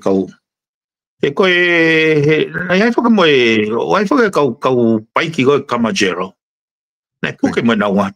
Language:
Tongan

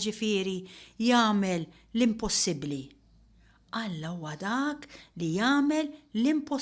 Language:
Maltese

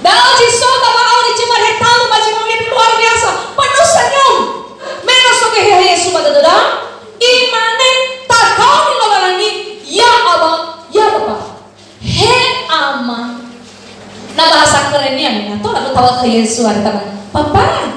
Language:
Nias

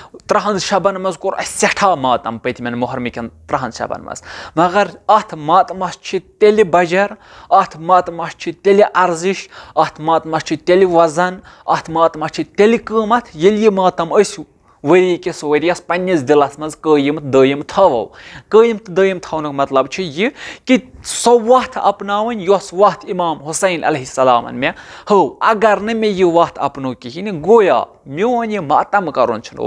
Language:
Kashmiri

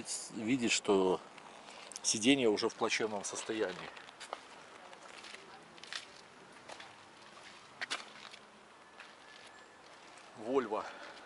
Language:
Russian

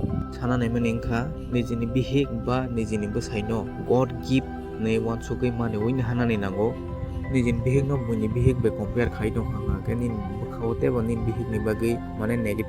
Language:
Kok Borok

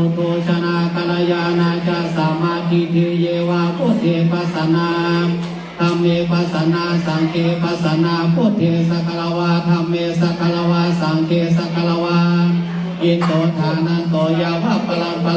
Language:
Pali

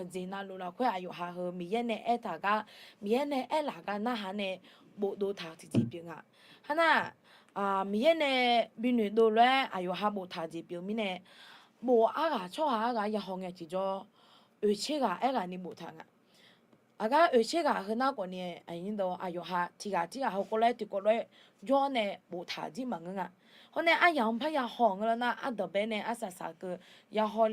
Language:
Akha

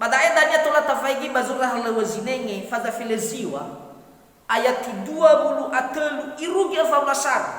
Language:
Nias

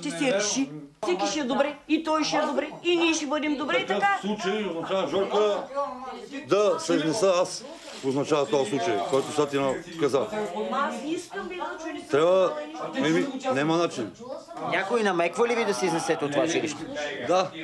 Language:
Bulgarian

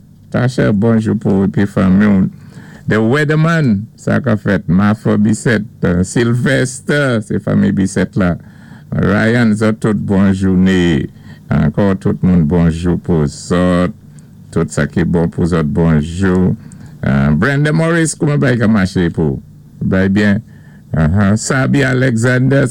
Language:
Saint Lucian Creole French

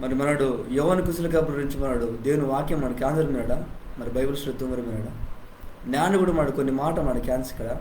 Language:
Koya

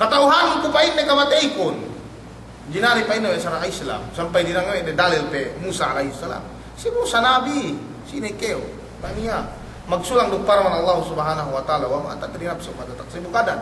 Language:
Yakan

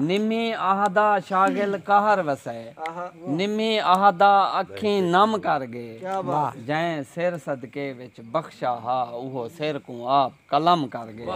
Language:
Saraiki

